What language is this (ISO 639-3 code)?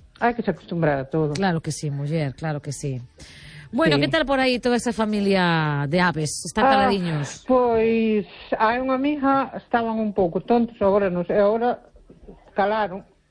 glg